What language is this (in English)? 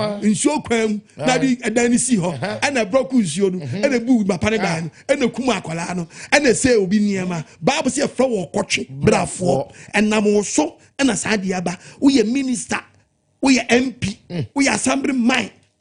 Akan